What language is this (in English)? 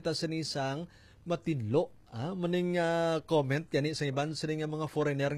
Hiligaynon